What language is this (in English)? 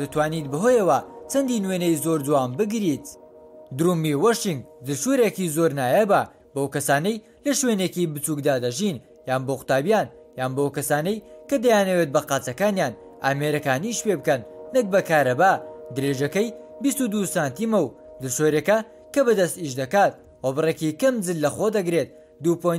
Central Kurdish